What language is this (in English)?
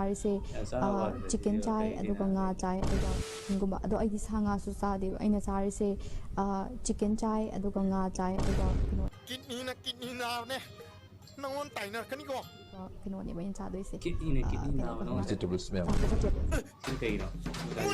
Manipuri